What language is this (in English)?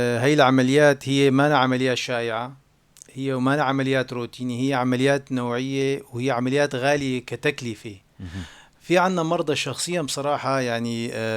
North Levantine Arabic